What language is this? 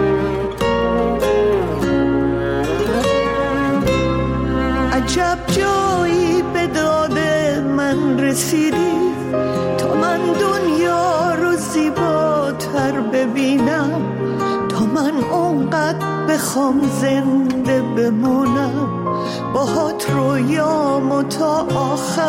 Persian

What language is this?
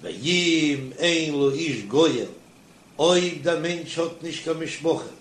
Yiddish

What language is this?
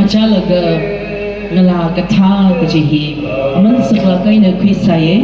Tangkhul Naga (India)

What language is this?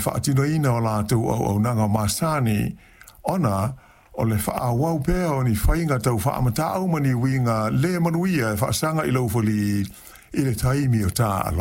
Samoan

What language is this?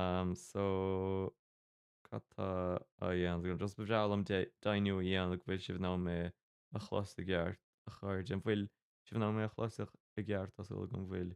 Irish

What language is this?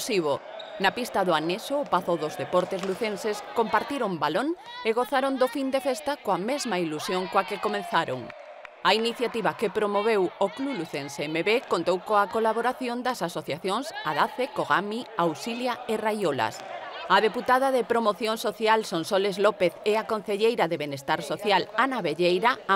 Galician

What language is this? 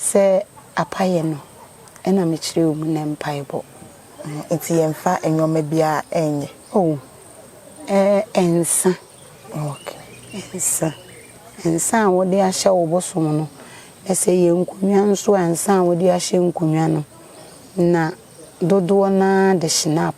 Akan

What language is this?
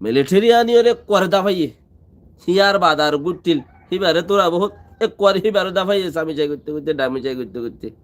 Rohingya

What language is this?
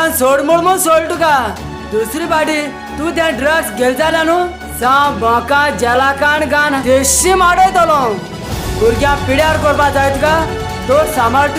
Konkani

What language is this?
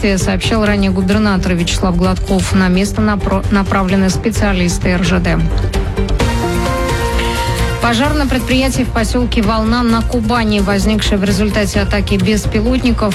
Russian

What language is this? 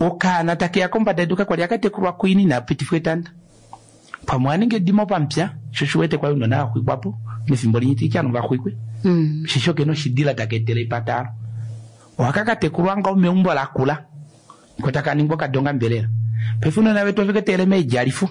Kuanyama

